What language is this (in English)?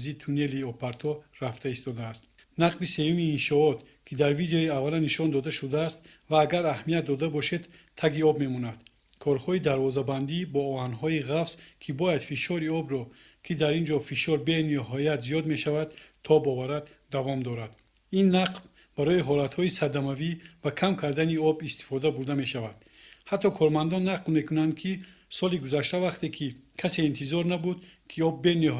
Tajik